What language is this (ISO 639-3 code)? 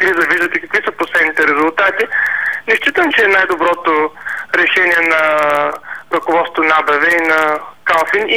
bul